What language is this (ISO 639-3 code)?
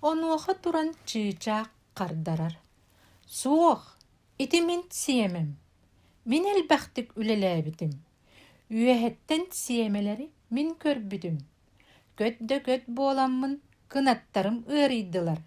sah